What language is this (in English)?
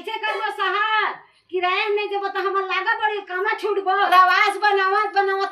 Chhattisgarhi